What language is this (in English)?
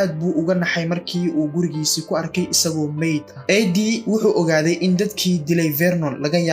Somali